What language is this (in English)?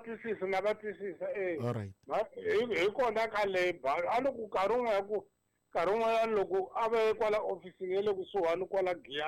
Tsonga